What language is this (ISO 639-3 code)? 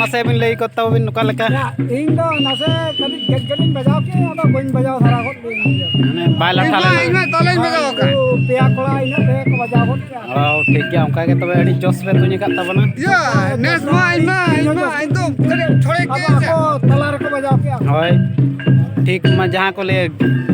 sat